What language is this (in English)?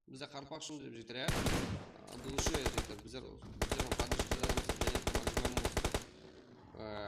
Kara-Kalpak